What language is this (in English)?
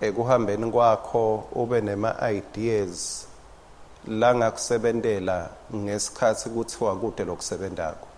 Swati